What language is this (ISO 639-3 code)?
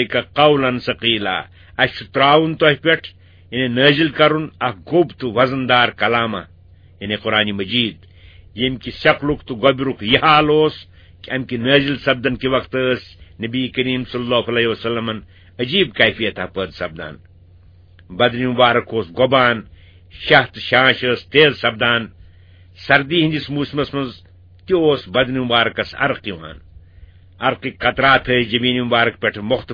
kas